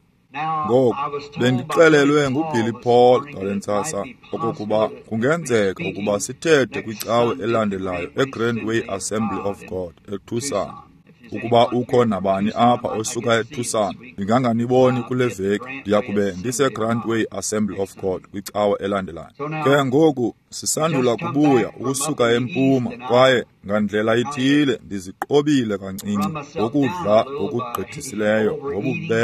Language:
Xhosa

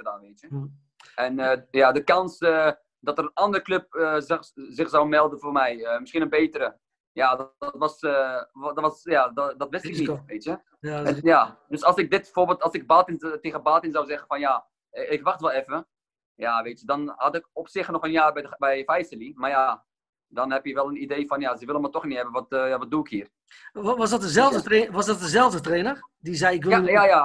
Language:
Dutch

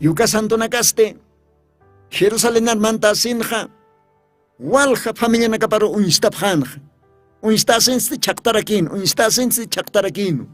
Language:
Aymara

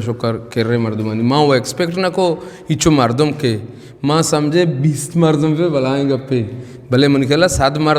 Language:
Eastern Balochi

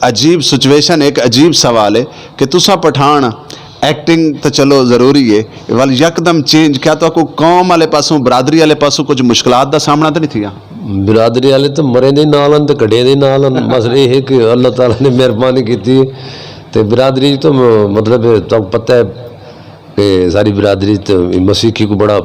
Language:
Saraiki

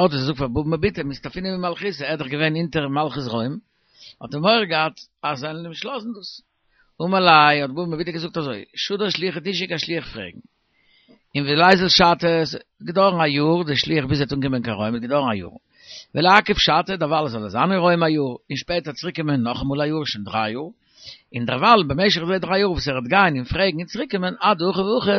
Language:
Yiddish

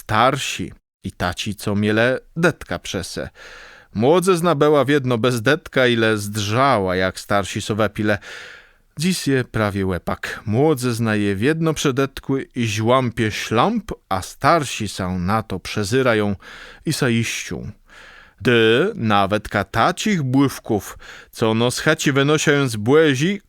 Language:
Kashubian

